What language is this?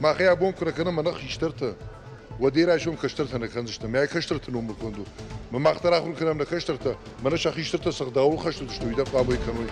Ossetic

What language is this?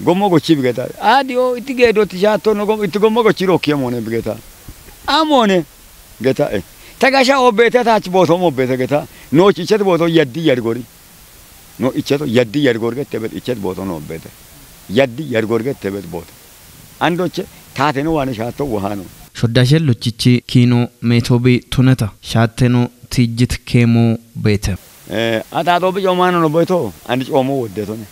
Kafa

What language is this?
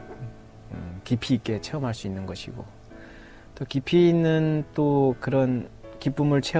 Korean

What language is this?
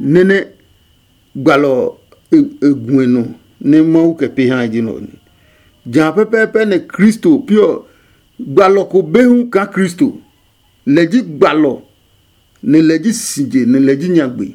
Adangme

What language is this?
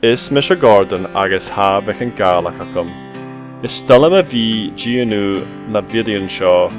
Scottish Gaelic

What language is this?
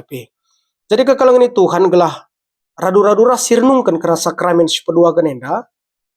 Batak Karo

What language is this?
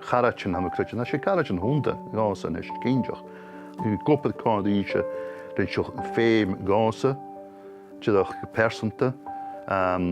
Scottish Gaelic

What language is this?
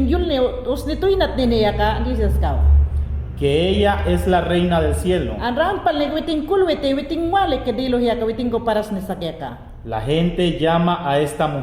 Mayangna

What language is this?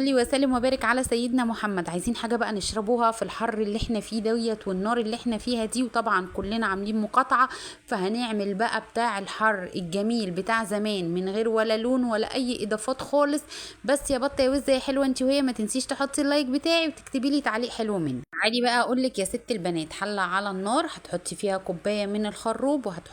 Egyptian Arabic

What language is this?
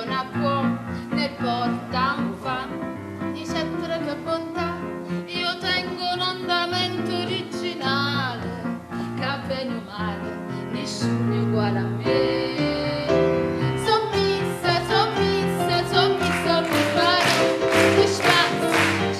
Neapolitan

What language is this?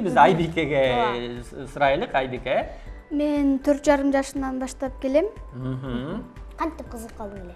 Kyrgyz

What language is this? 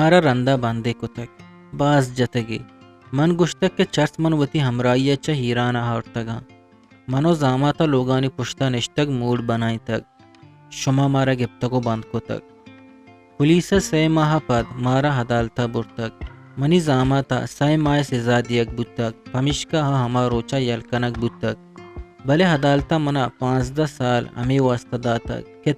Eastern Balochi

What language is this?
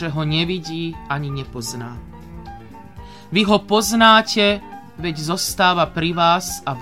Slovak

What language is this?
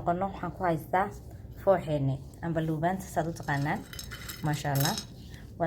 Somali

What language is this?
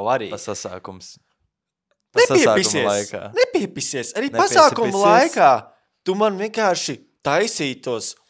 Latvian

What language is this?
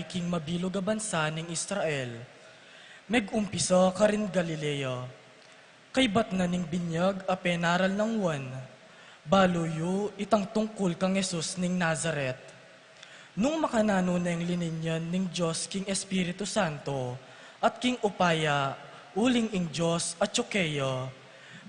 Pampanga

